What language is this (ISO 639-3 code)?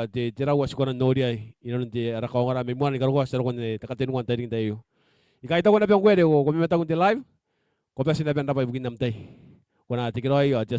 gil